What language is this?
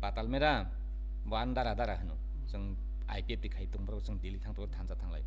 Kok Borok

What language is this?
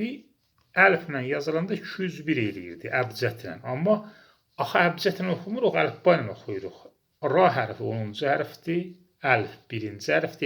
Azerbaijani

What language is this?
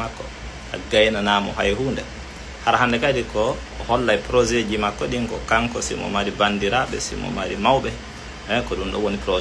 Fula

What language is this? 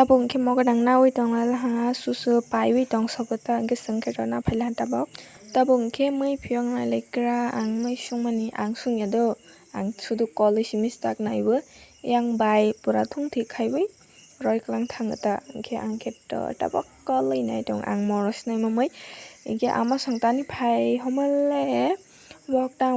Kok Borok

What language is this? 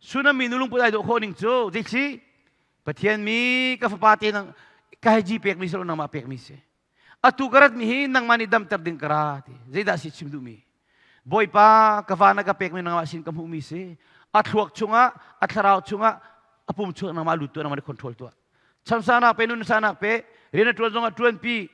Hakha Chin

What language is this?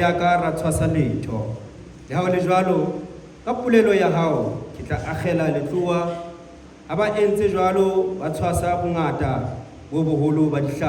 Southern Sotho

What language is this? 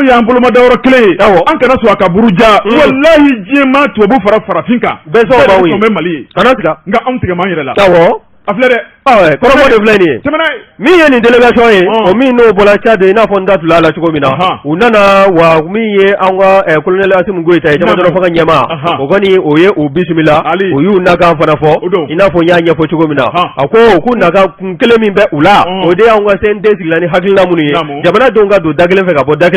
Bambara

